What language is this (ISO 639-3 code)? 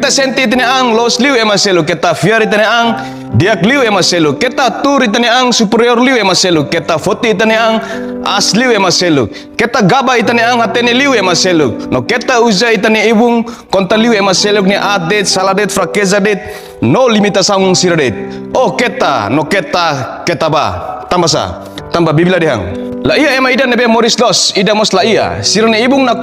tet